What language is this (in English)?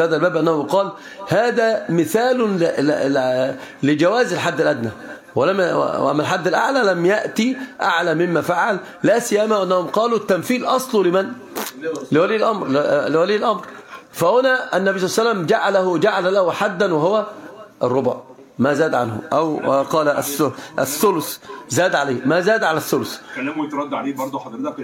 Arabic